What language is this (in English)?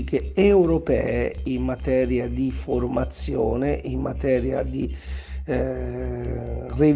Italian